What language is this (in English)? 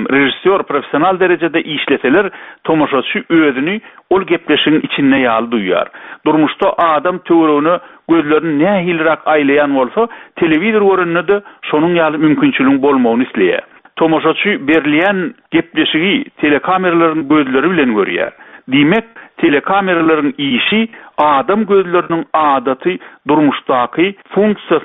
Turkmen